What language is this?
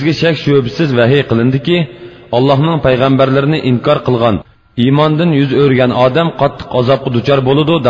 Uyghur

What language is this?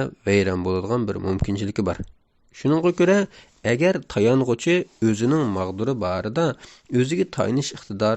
Uyghur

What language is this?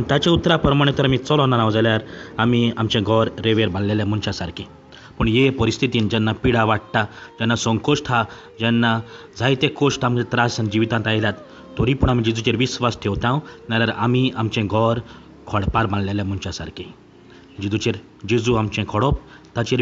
Konkani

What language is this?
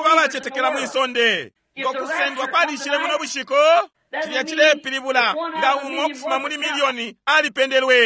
Bemba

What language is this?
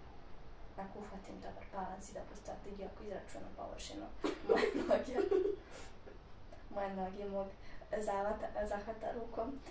Croatian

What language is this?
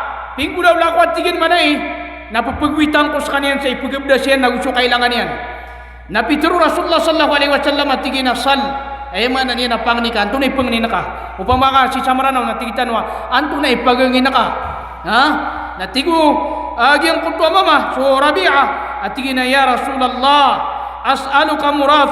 Maranao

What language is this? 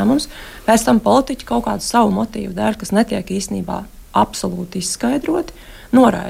Latvian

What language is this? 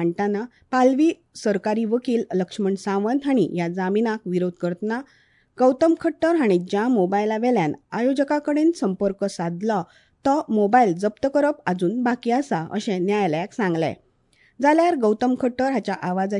Konkani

